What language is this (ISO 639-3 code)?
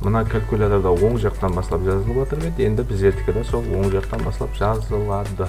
kaa